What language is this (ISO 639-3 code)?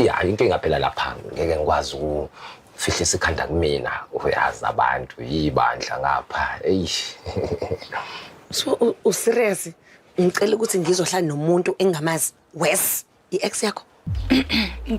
zul